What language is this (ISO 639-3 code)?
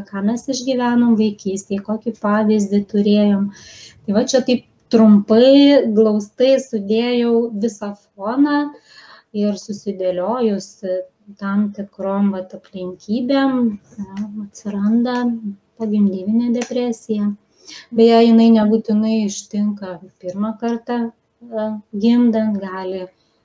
lit